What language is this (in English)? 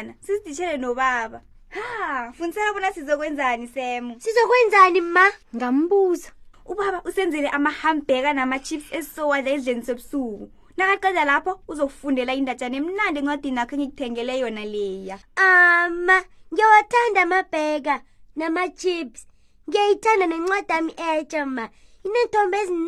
South Ndebele